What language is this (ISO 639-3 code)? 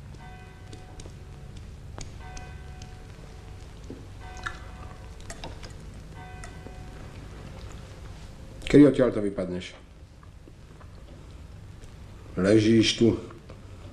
slk